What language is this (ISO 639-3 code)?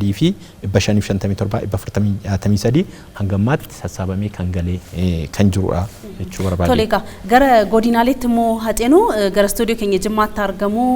orm